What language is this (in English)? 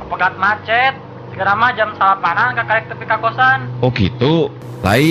Sundanese